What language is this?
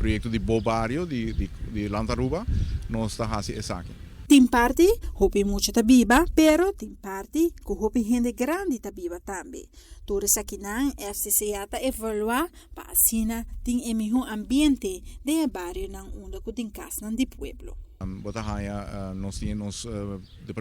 Papiamento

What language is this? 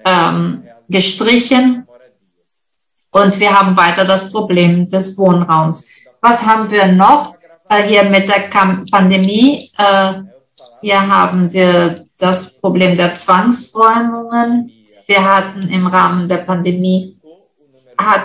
German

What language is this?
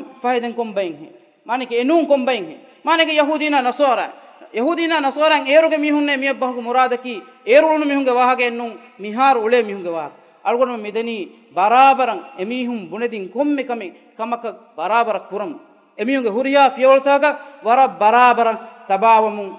Divehi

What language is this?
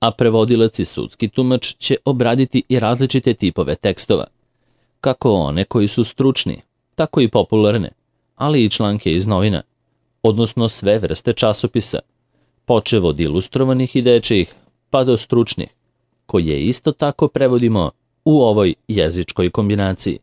Serbian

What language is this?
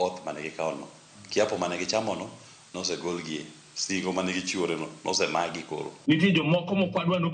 Luo (Kenya and Tanzania)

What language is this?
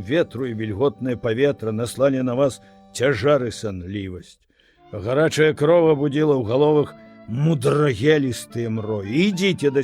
Belarusian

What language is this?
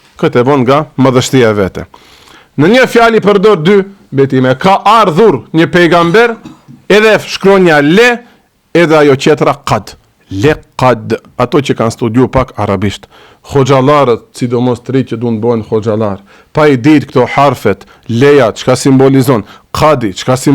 Albanian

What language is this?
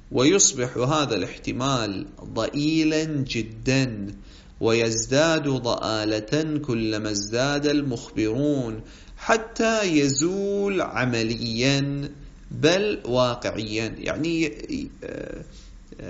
Arabic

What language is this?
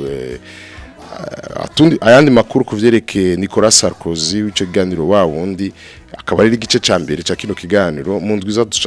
Rundi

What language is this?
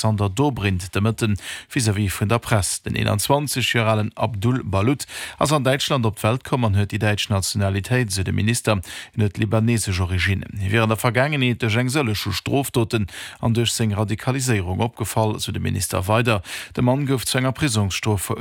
Luxembourgish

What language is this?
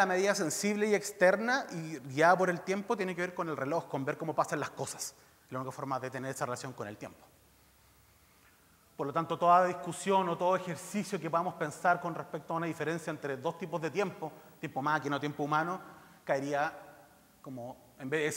Spanish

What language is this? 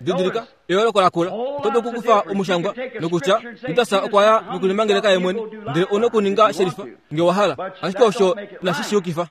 Kuanyama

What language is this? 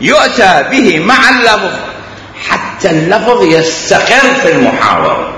Mesopotamian Arabic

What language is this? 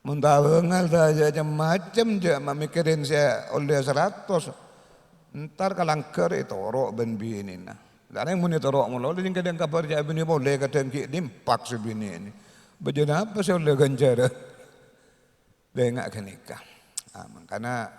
Madurese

